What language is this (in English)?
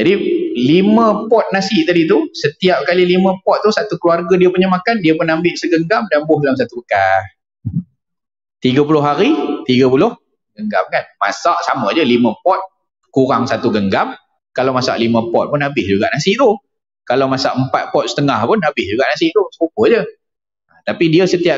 Malay